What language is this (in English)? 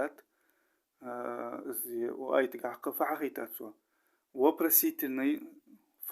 Ingush